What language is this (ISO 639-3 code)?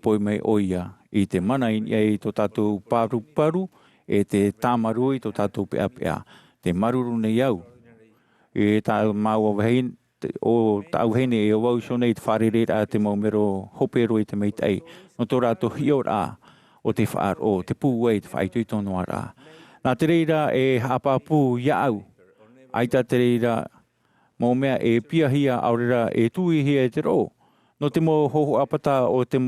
tah